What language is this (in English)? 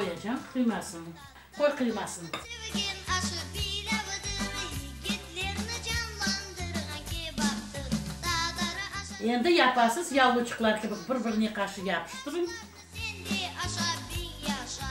Crimean Tatar